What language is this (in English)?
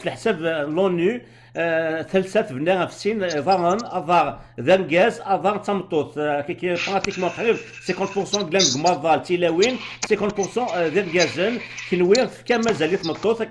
Kabyle